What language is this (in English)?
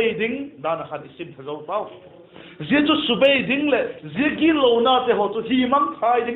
Vaiphei